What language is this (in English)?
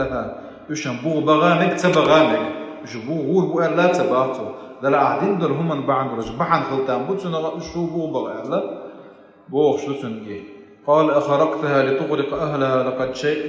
Chechen